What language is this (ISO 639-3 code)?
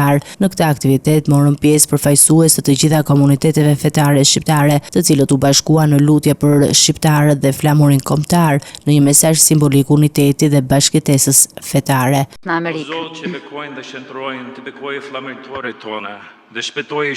sqi